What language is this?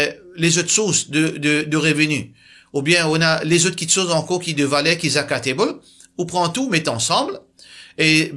Morisyen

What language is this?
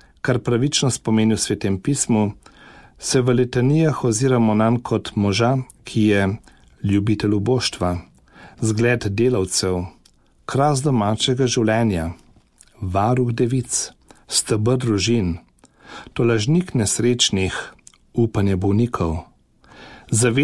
Slovenian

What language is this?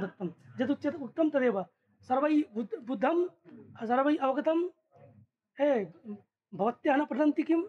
Sanskrit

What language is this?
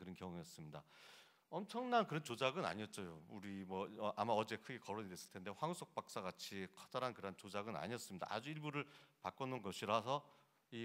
Korean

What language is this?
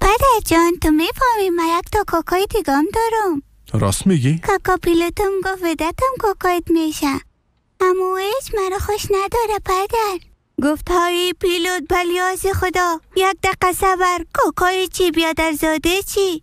Persian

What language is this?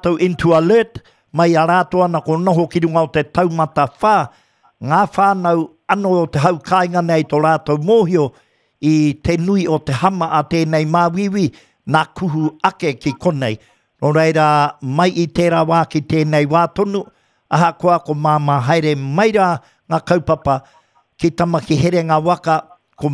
Māori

